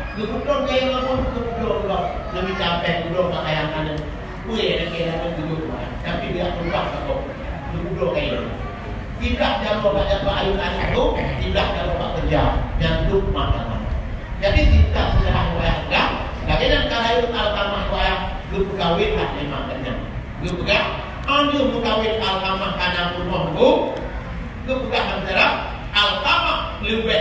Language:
Achinese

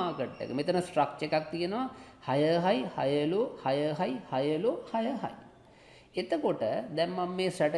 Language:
Sinhala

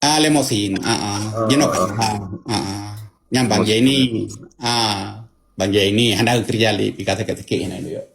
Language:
Achinese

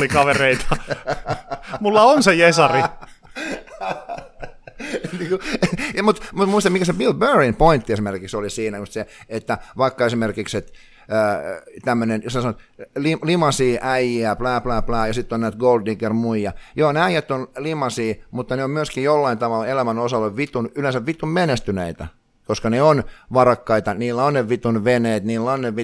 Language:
Finnish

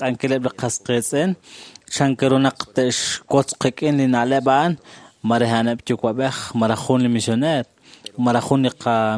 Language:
Kekchí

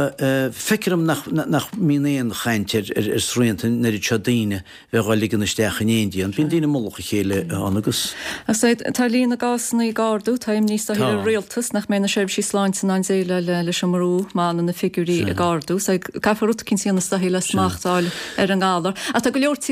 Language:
Irish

